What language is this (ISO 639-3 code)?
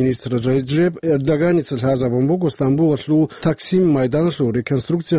ava